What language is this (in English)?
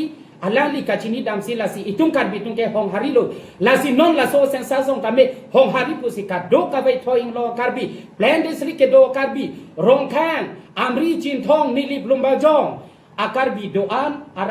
Karbi